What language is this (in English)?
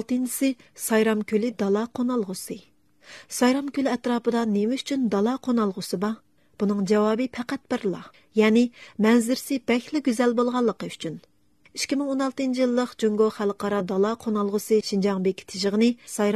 Uyghur